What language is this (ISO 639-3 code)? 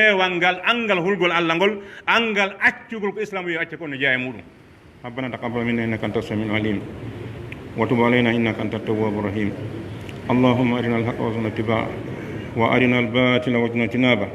fuf